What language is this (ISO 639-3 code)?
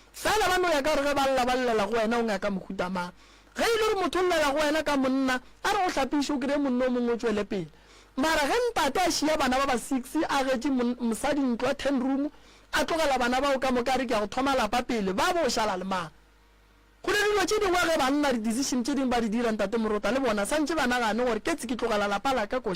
nso